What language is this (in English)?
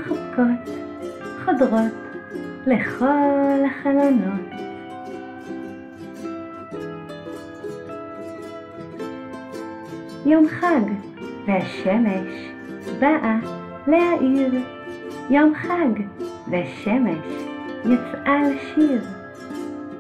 Hebrew